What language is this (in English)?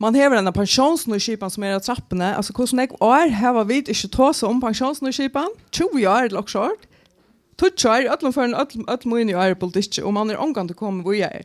Faroese